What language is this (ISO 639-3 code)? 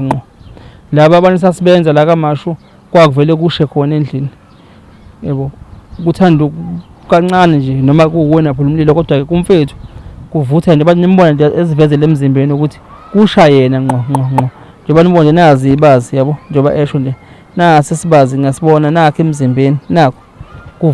zul